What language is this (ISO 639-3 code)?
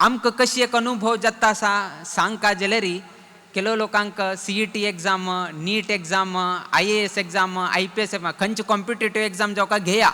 kok